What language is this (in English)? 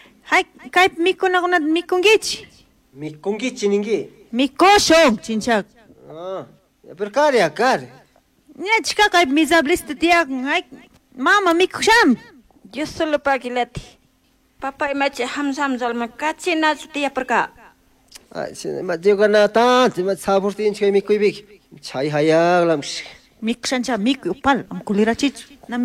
Chimborazo Highland Quichua